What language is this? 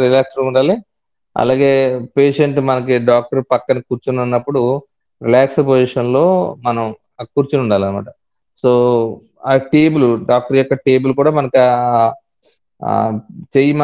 Telugu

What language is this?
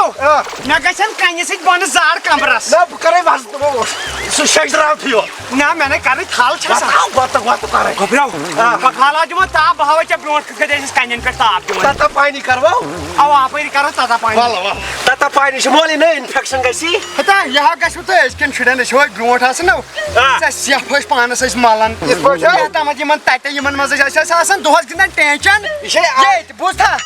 Kashmiri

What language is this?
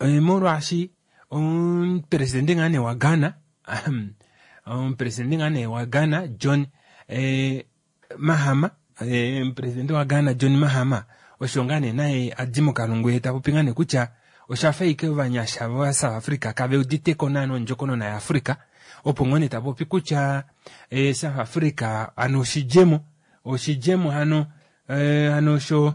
Kuanyama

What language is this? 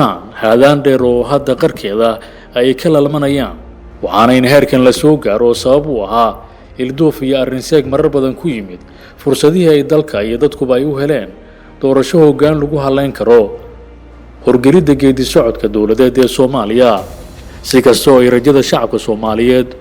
Somali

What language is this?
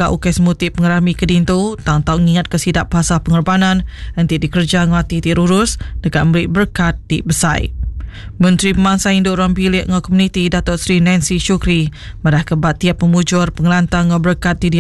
Iban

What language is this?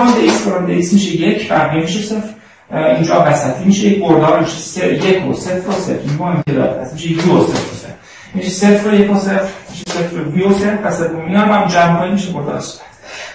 Persian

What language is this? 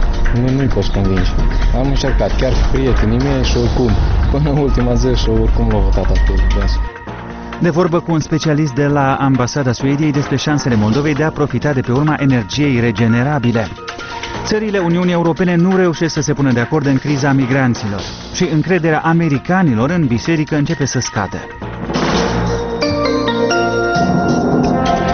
Romanian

